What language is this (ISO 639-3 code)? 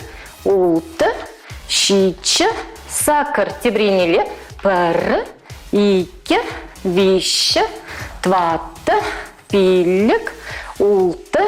chv